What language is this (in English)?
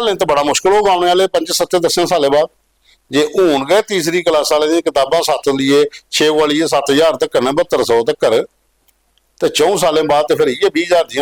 Dogri